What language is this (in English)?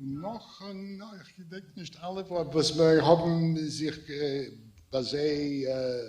Yiddish